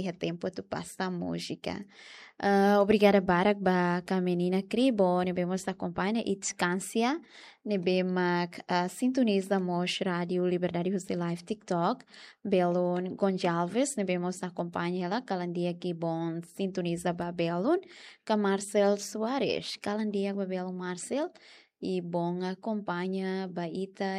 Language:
Tetum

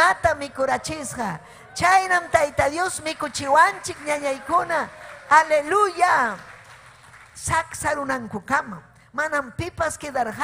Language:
Ayacucho Quechua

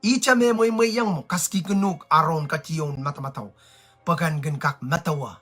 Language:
Pohnpeian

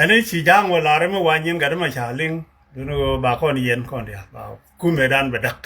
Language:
Nuer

